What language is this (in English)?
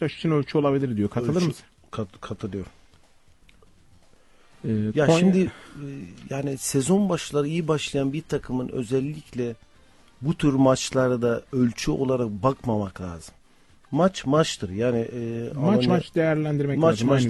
Turkish